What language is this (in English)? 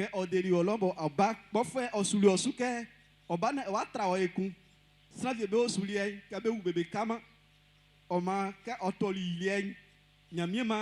Baoulé